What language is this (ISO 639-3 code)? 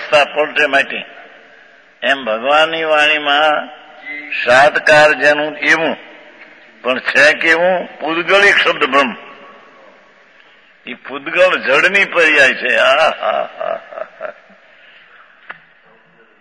guj